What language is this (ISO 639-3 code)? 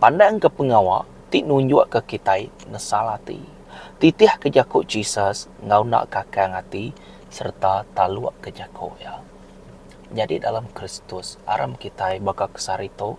iba